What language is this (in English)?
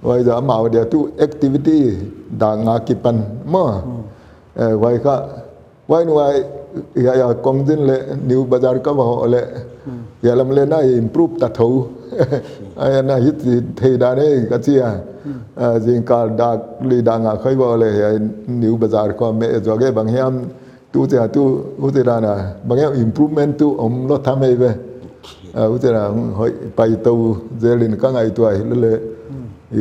Paite Chin